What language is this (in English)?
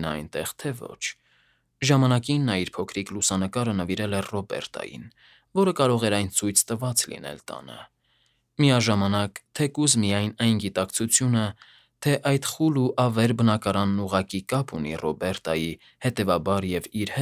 Armenian